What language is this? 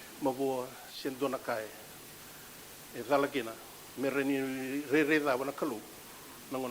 Fijian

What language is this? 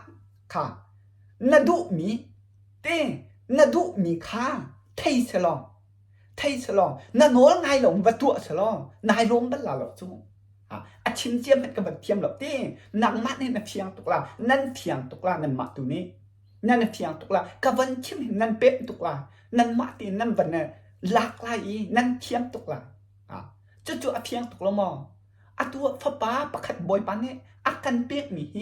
Hakha Chin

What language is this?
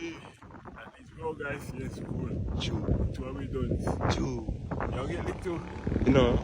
Jamaican Creole English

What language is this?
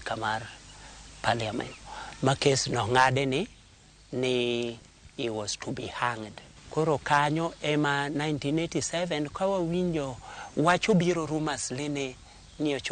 Luo (Kenya and Tanzania)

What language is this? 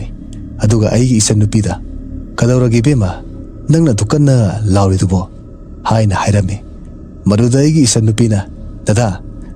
Manipuri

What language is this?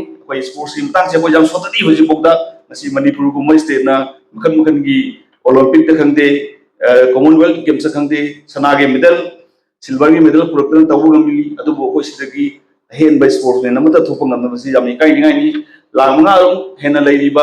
Manipuri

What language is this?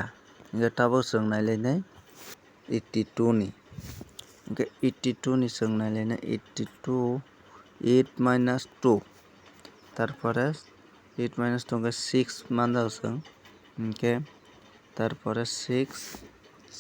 Kok Borok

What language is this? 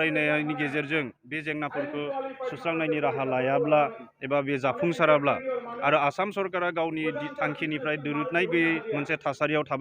Bodo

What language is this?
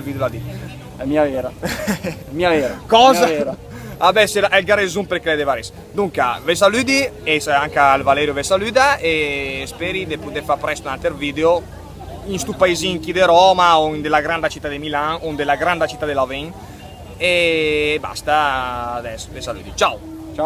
Lombard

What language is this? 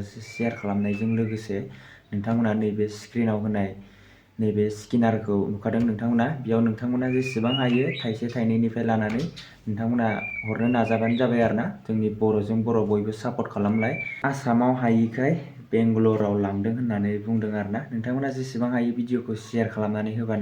Bodo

